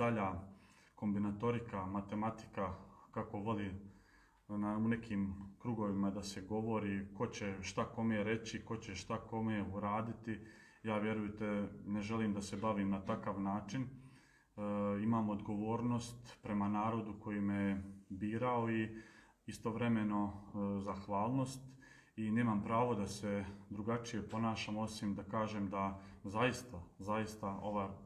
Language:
Serbian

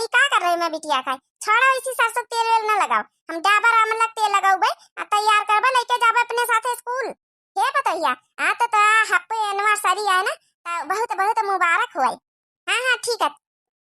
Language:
Awadhi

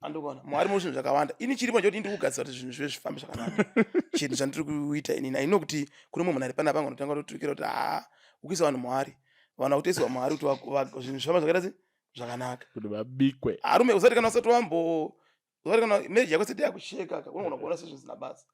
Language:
Shona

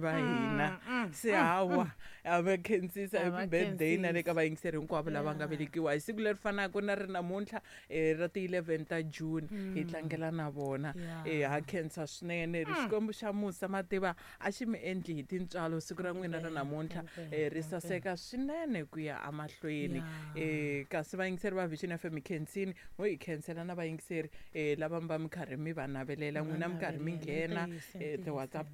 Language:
Tsonga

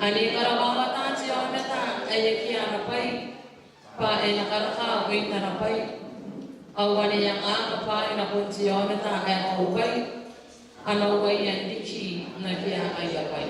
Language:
Gilbertese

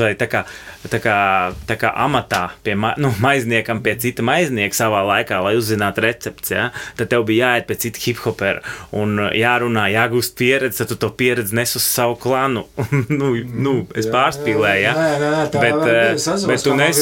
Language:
Latvian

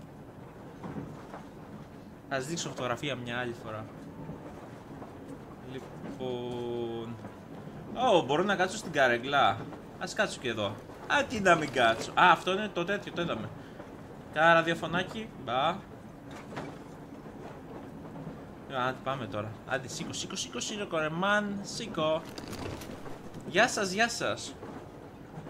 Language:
Greek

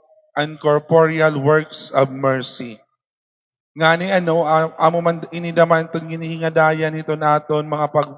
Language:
Waray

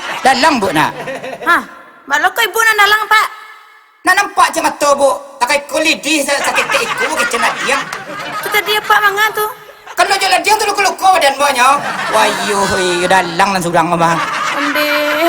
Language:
Minangkabau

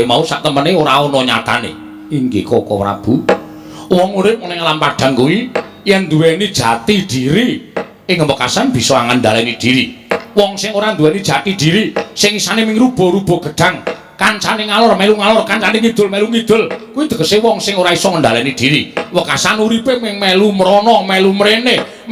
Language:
Javanese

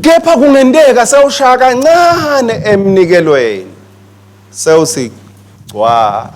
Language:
Swati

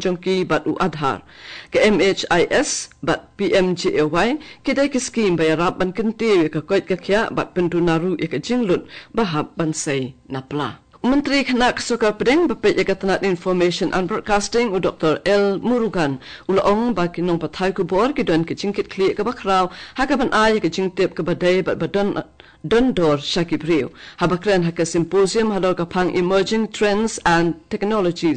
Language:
Khasi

